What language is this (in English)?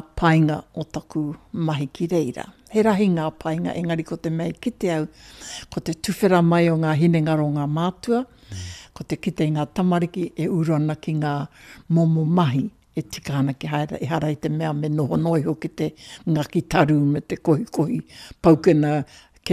Māori